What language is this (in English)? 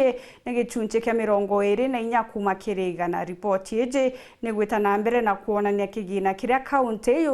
Meru